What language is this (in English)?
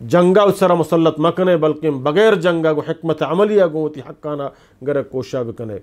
Eastern Balochi